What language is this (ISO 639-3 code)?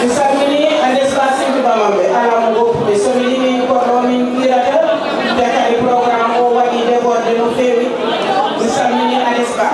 ful